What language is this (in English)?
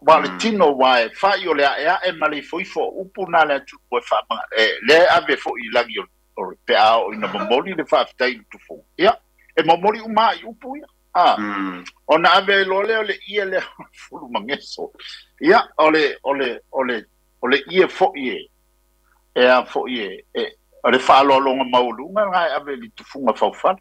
Samoan